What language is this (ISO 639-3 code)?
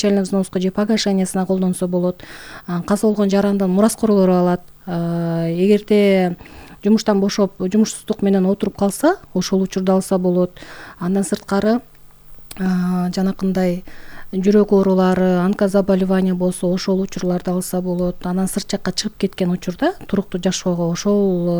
kir